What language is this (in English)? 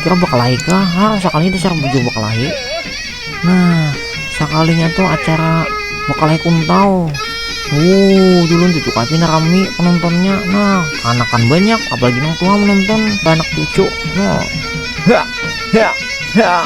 Banjar